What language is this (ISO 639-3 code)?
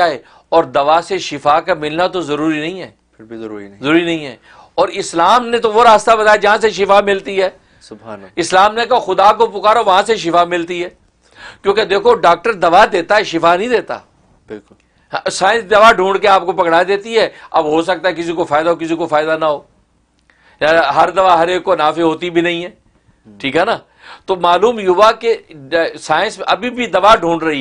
urd